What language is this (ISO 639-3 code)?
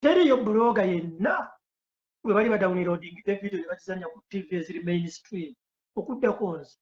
lug